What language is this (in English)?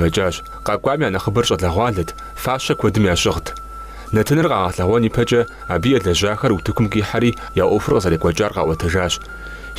Kabardian